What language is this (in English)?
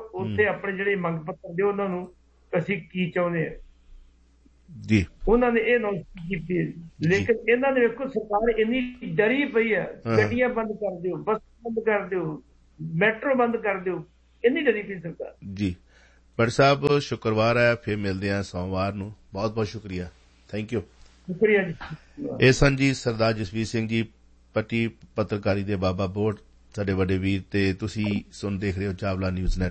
Punjabi